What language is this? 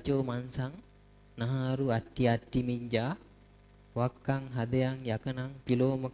Sinhala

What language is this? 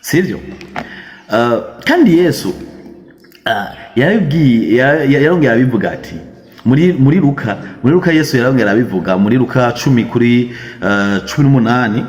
Rundi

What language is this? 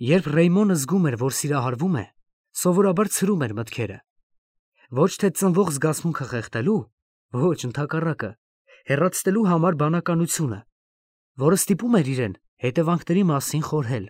Armenian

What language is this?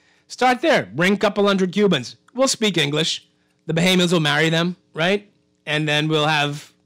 English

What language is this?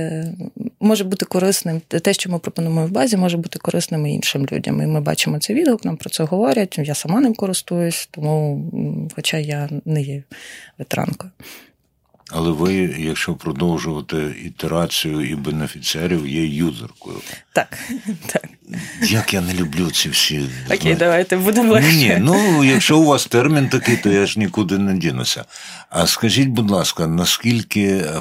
Ukrainian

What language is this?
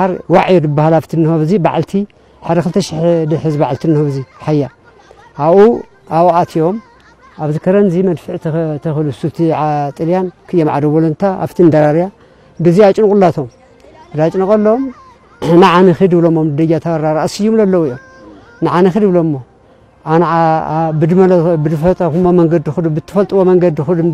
Tigrinya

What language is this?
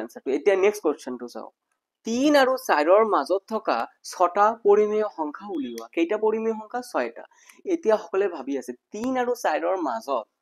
Assamese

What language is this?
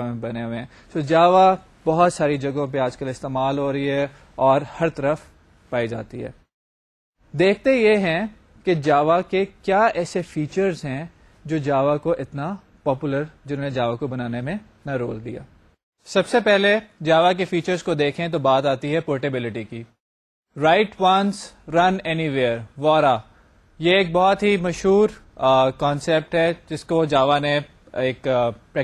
Urdu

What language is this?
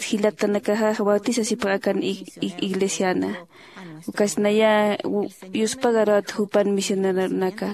Aymara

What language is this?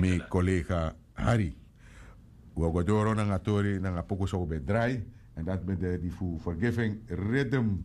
Sranan Tongo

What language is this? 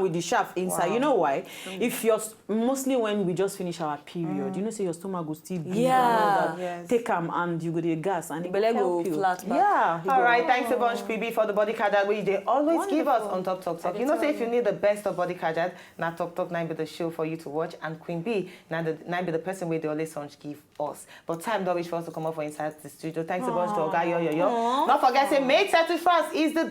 Nigerian Pidgin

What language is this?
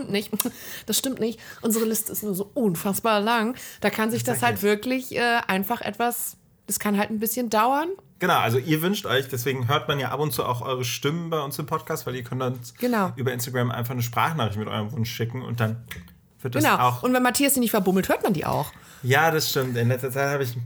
German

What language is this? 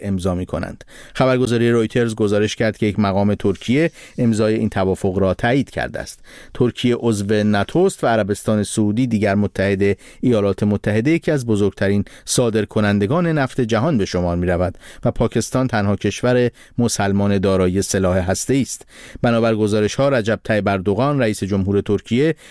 Persian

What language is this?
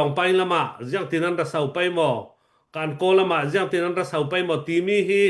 Hakha Chin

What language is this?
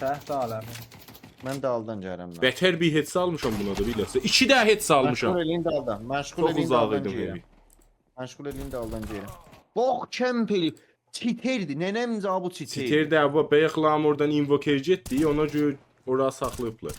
South Azerbaijani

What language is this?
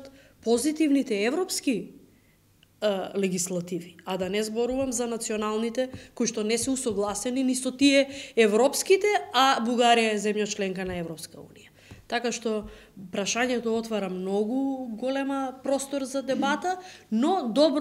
Macedonian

